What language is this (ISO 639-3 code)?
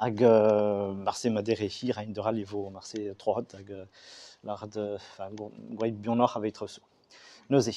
bre